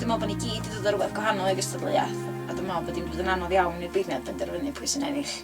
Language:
Welsh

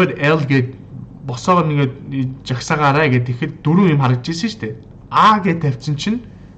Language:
Mongolian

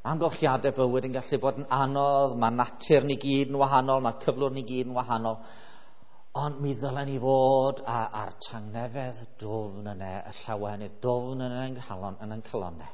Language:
Welsh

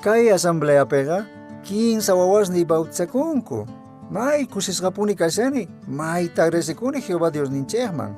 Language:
Quechua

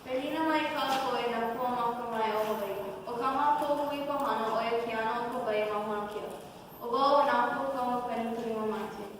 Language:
Hawaiian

